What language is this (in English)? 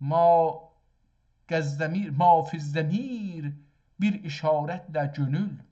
South Azerbaijani